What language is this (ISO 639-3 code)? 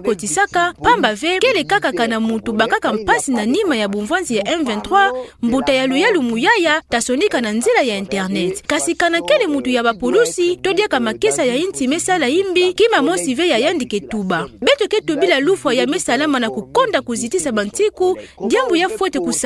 ktu